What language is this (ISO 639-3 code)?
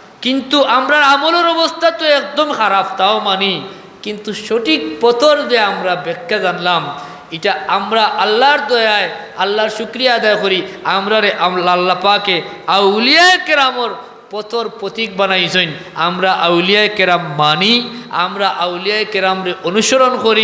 syl